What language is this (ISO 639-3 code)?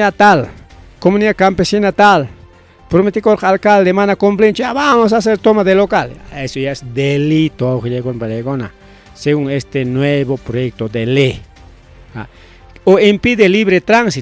quy